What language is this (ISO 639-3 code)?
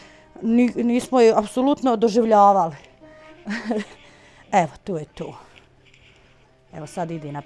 bos